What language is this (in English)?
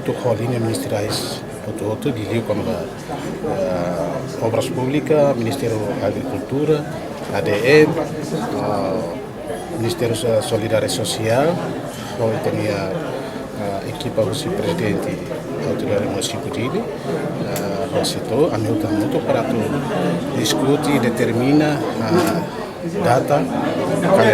Tetum